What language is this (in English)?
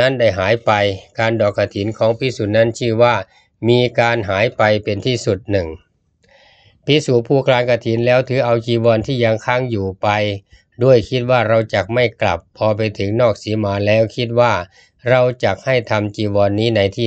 Thai